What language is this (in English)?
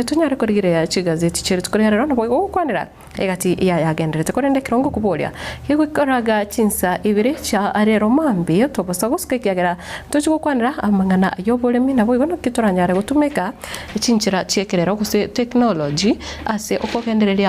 Gusii